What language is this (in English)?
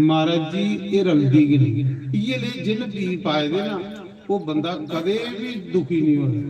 Dogri